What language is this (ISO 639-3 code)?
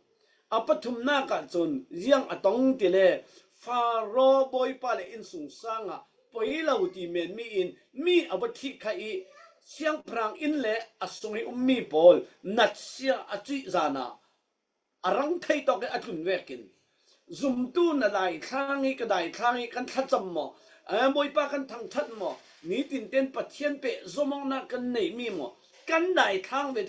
cfm